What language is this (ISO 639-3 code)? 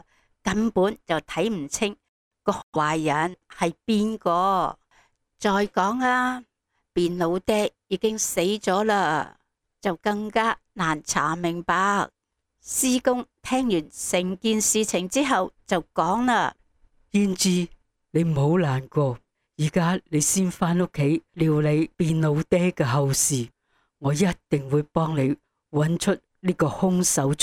yue